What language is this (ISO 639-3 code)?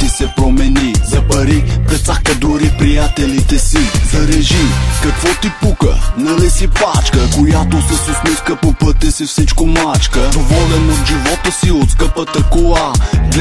bul